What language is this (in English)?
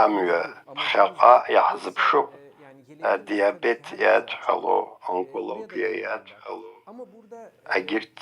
Abkhazian